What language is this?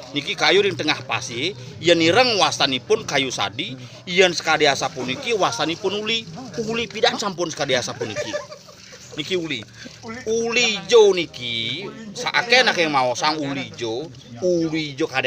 Balinese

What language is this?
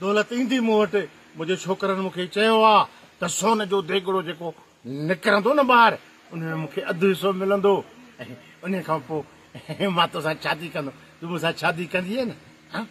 Sindhi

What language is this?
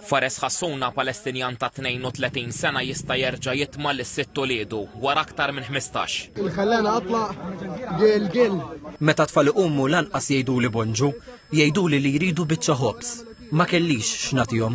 Maltese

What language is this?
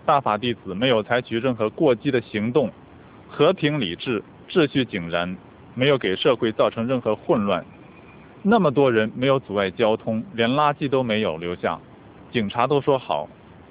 Chinese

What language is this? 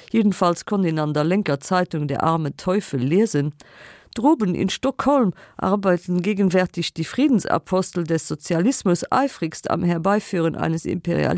Luxembourgish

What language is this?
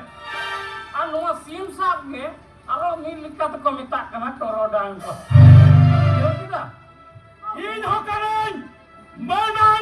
Santali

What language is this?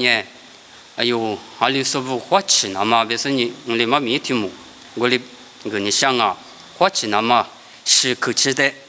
Lisu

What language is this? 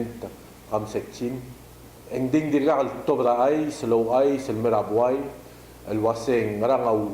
Palauan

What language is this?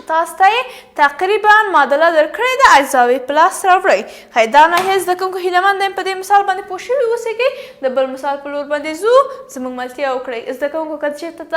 Pashto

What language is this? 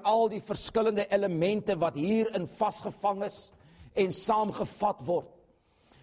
Afrikaans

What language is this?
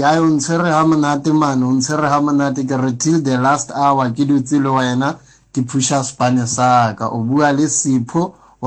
Southern Sotho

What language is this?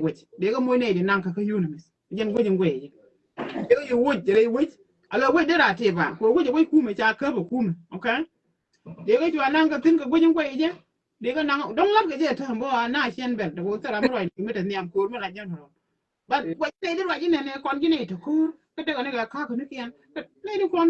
Nuer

